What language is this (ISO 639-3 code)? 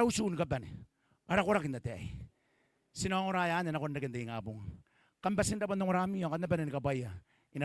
gil